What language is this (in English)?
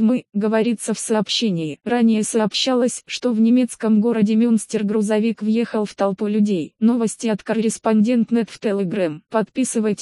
Russian